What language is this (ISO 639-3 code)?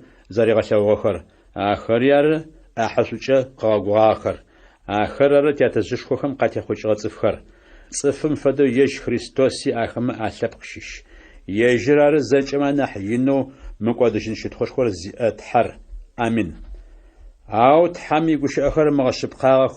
ady